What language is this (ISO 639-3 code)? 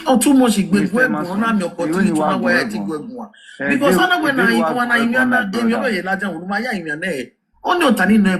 pcm